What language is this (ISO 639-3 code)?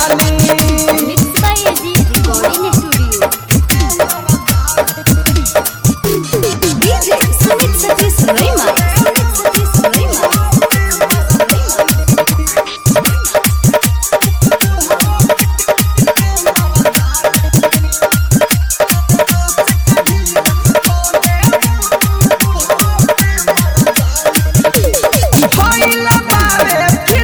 bho